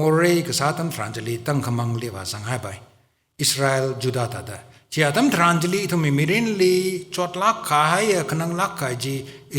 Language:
Tangkhul Naga (India)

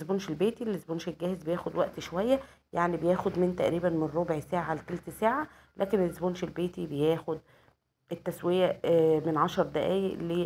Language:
Egyptian Arabic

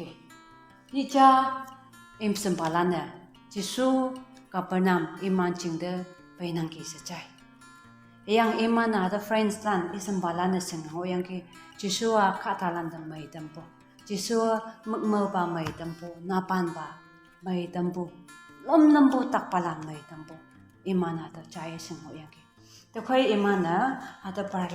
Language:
Konyak Naga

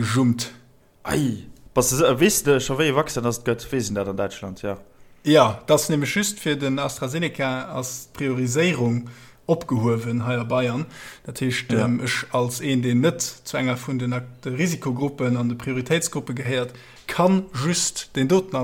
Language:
Luxembourgish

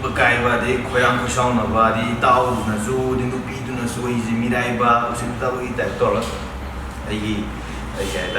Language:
Manipuri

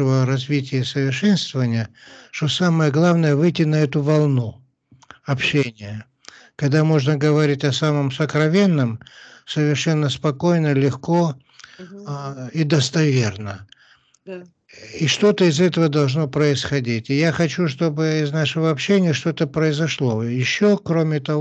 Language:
Russian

